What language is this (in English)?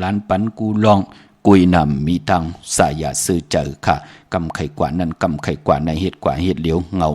Shan